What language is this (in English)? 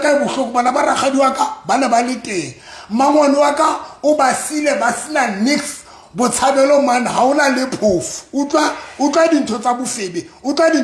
Southern Sotho